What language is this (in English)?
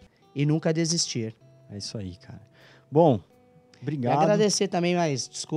Portuguese